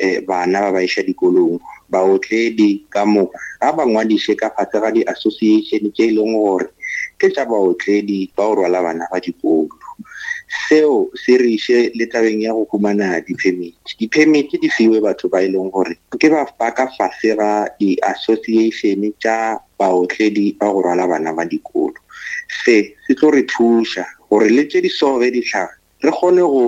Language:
Northern Sotho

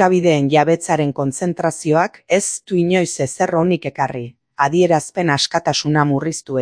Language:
Basque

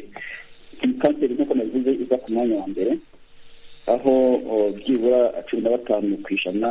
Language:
Kinyarwanda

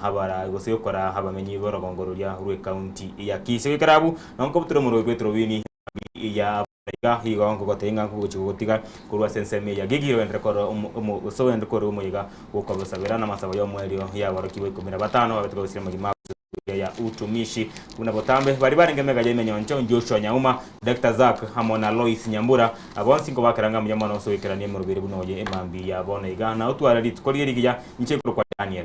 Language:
Gusii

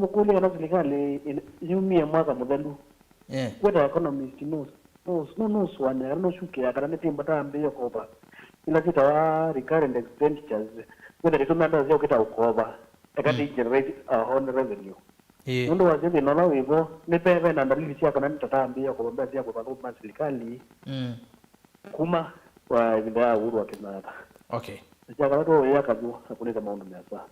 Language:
Kamba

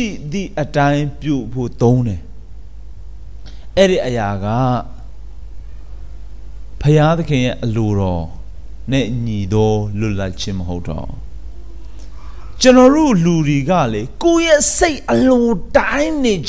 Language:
Burmese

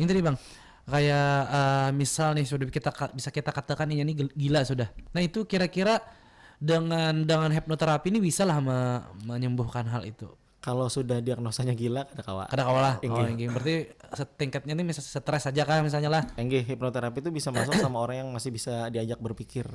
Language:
Banjar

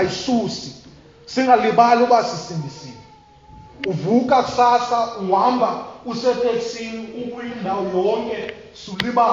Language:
Xhosa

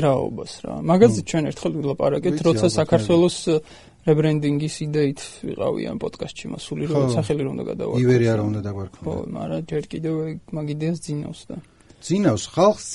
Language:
Georgian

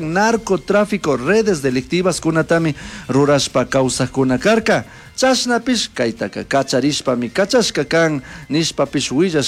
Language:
Chimborazo Highland Quichua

